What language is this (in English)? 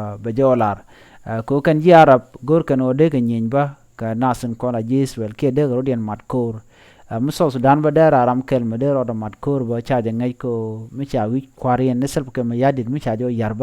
Nuer